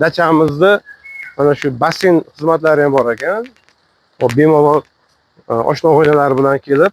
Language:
Uzbek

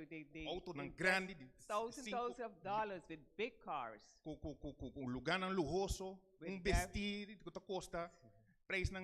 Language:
Papiamento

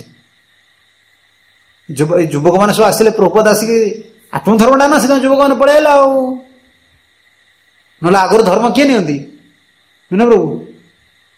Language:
Odia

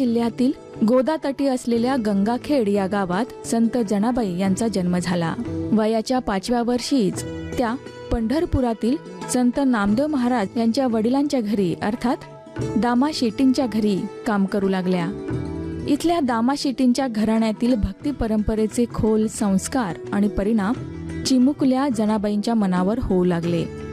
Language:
Marathi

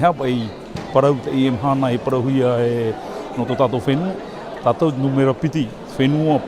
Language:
Tahitian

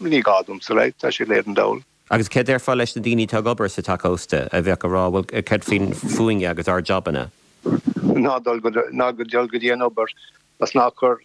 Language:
Irish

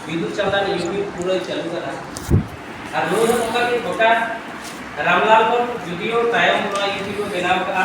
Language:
Santali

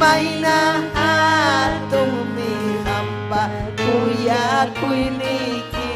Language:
Ayacucho Quechua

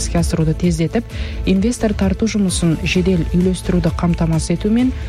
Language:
Kazakh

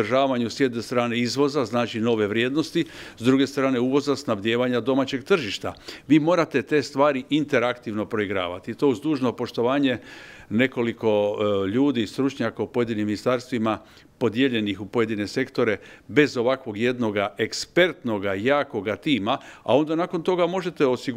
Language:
Croatian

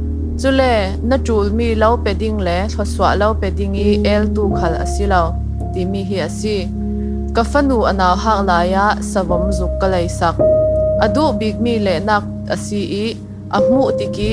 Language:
Falam Chin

